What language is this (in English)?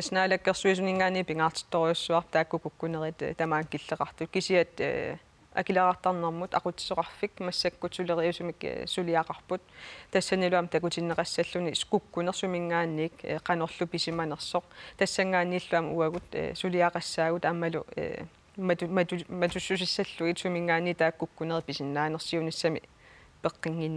Kalaallisut